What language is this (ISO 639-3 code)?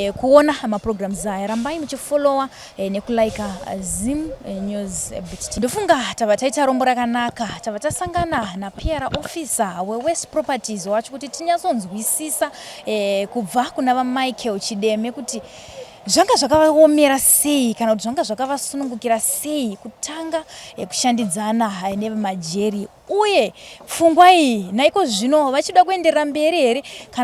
sna